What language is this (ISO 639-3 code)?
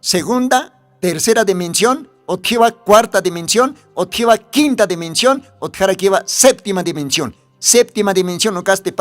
aym